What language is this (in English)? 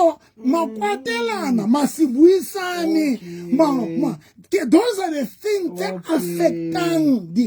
Southern Sotho